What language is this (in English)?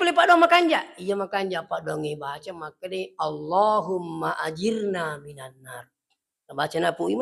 Buginese